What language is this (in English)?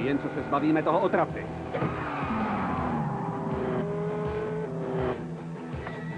Czech